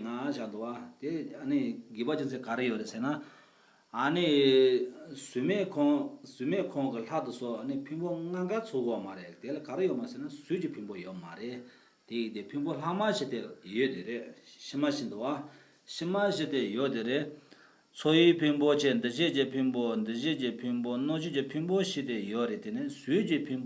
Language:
Tibetan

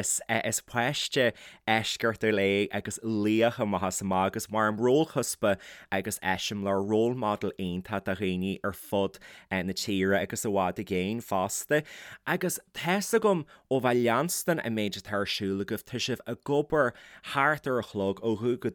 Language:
Irish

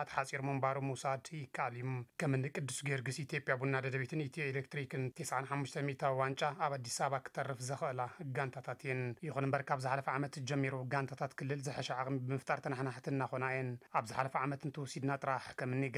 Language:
Tigrinya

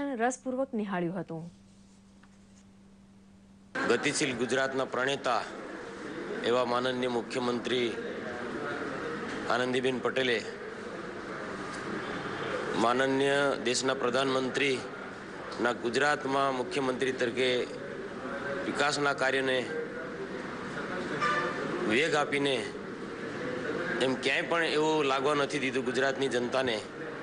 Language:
Gujarati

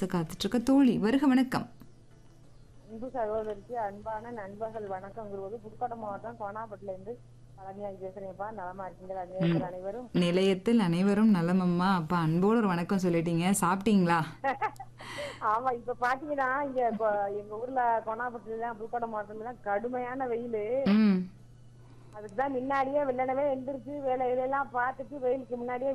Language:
Tamil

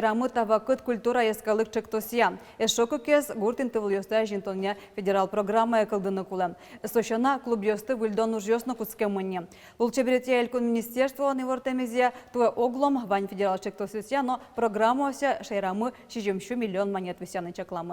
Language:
Udmurt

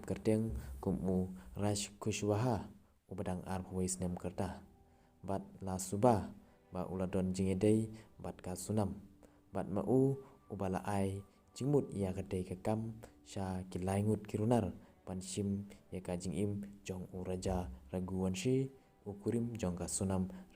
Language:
Khasi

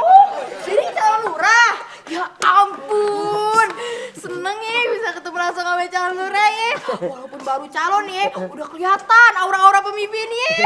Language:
Betawi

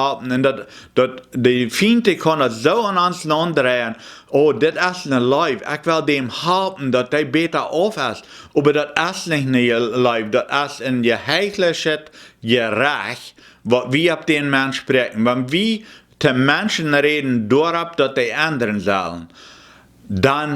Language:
Plautdietsch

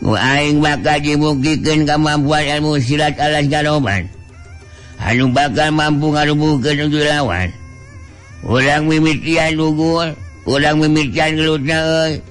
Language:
Sundanese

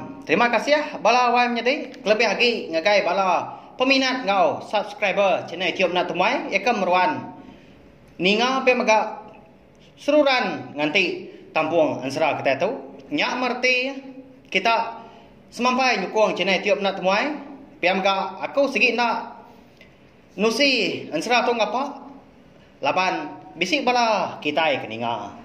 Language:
Iban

